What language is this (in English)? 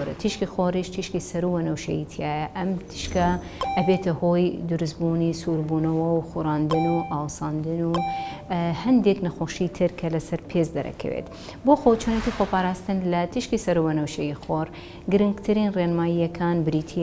Central Kurdish